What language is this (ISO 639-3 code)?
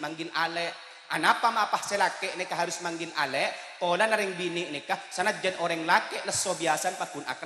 mad